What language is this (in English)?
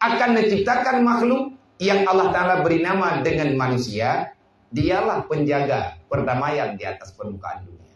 Achinese